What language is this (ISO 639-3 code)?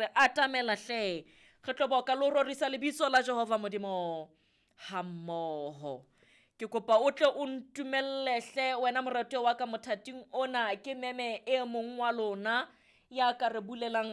sot